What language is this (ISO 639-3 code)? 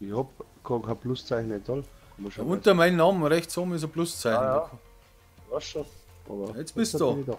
bar